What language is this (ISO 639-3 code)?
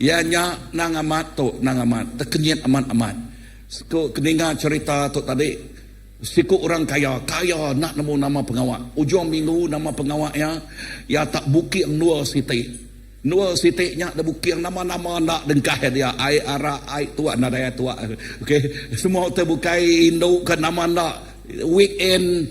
iba